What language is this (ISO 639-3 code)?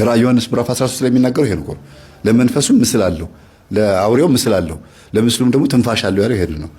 amh